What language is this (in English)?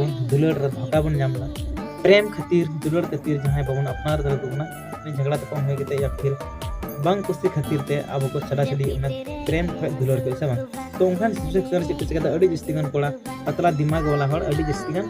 Santali